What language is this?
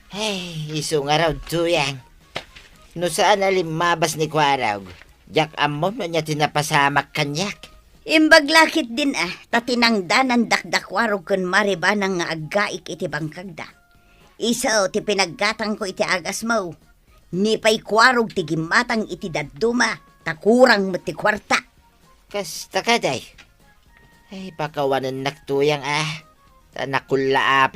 Iloko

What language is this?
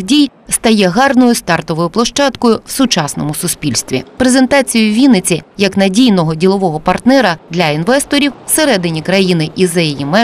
Ukrainian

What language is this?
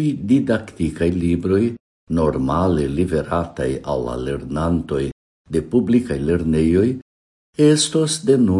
Esperanto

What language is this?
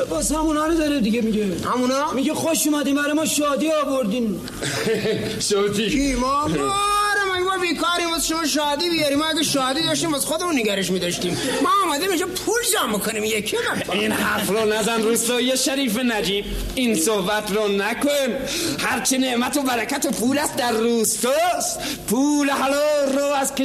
Persian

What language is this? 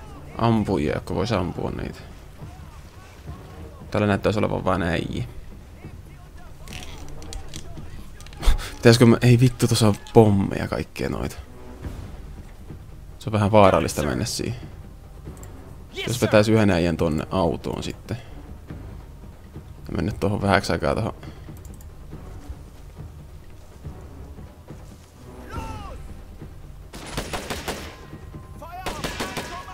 Finnish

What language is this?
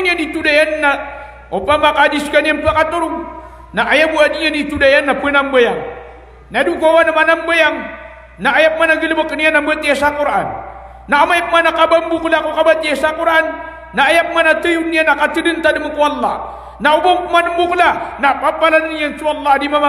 Maranao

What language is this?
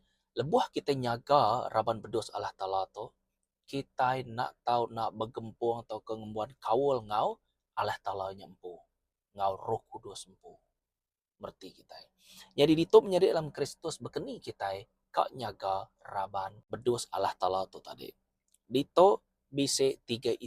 Iban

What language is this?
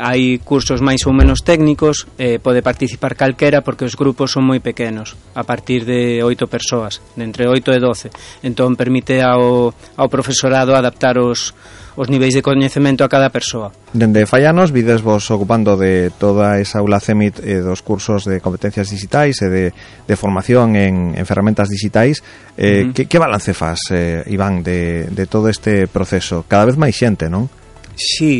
Galician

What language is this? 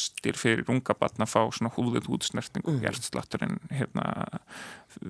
Icelandic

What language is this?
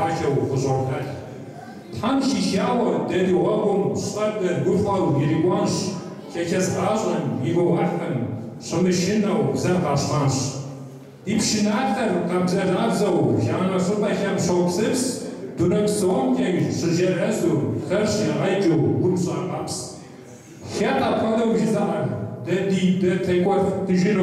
Kabardian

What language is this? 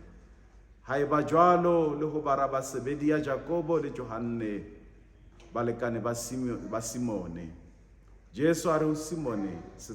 Southern Sotho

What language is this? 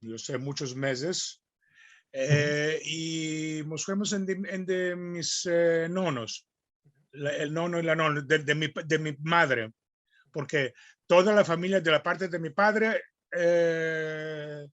Ladino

